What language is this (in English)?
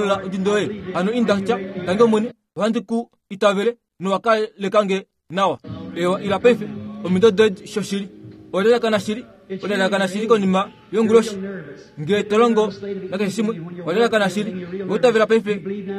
Kuanyama